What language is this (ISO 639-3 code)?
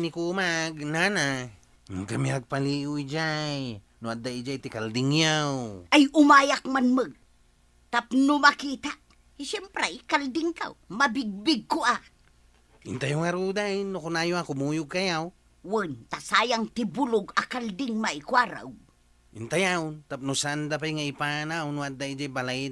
ilo